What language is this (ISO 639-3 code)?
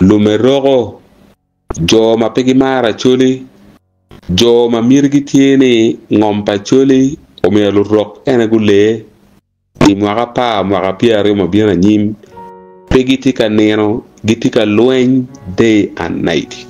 ach